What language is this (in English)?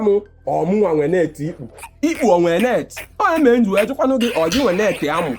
Igbo